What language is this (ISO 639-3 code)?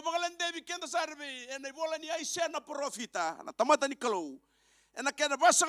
fij